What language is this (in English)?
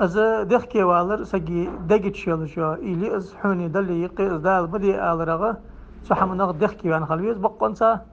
Ingush